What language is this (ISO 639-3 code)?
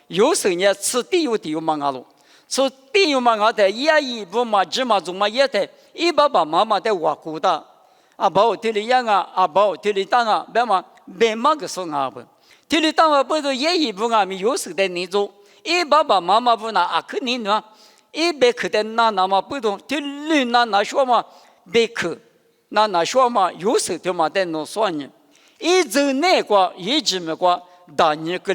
lis